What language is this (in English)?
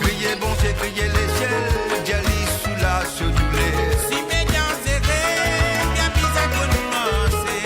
Morisyen